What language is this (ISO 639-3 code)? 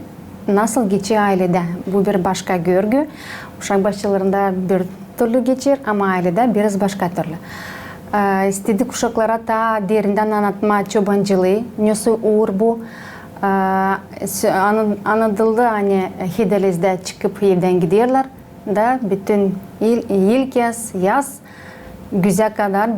gag